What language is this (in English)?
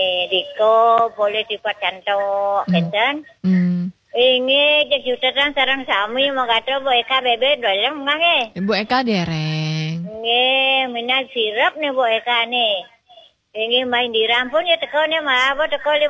Balinese